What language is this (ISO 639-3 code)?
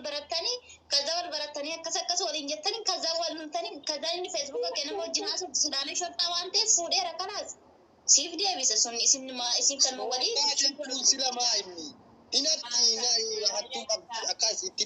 orm